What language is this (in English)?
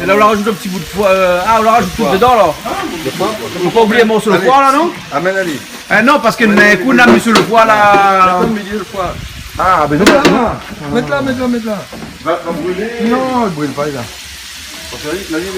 Réunion Creole French